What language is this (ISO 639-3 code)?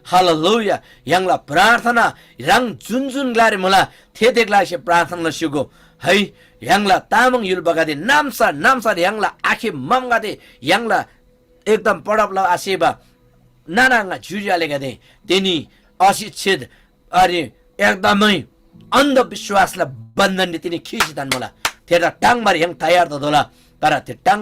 taj